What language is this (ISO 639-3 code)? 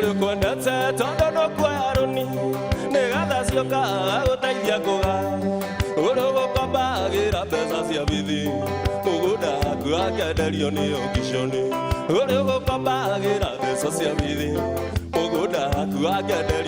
kik